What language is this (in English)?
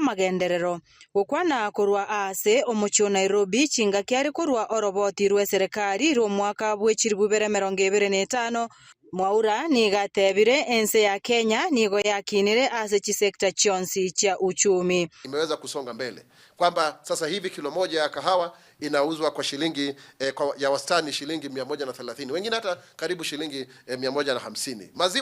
Gusii